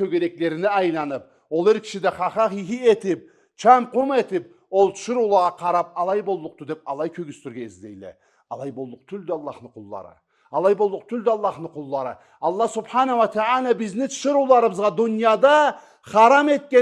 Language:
Karachay-Balkar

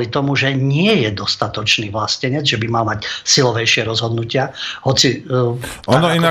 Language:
Slovak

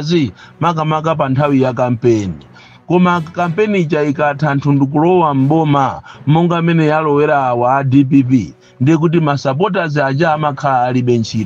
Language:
Nyanja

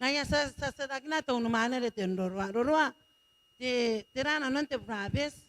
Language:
Gilbertese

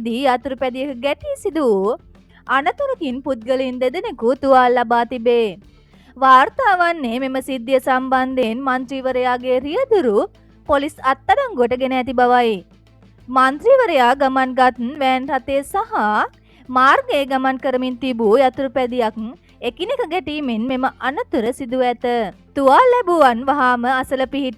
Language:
Sinhala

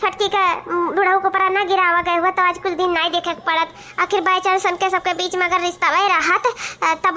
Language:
Awadhi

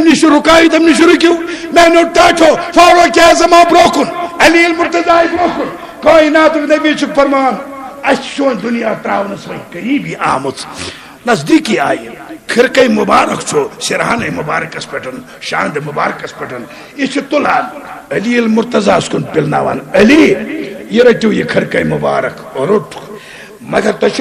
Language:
Kashmiri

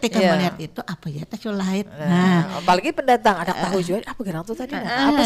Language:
Banjar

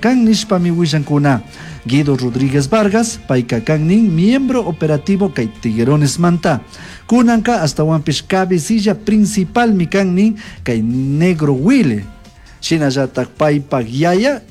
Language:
Chimborazo Highland Quichua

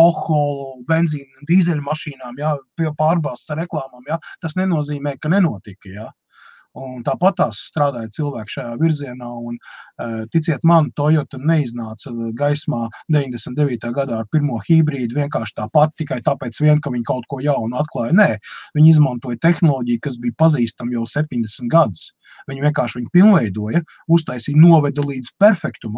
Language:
Latvian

